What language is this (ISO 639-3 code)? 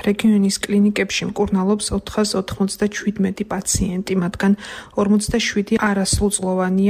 kat